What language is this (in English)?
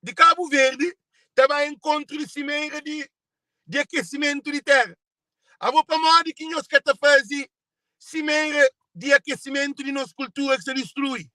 Kabuverdianu